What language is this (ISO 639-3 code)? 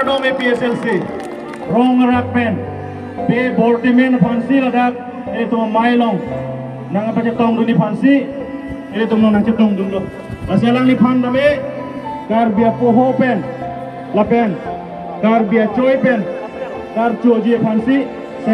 mjw